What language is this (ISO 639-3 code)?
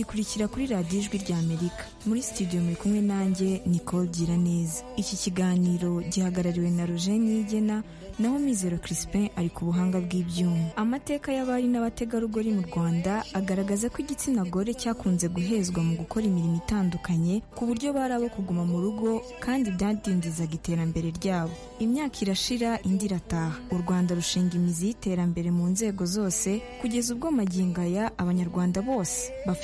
kin